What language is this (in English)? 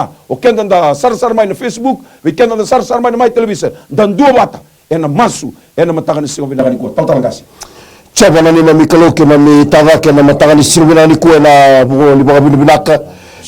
Fijian